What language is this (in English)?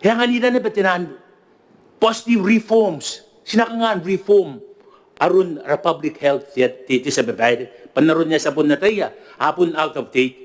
Gilbertese